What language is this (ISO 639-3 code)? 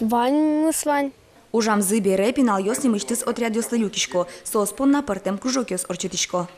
udm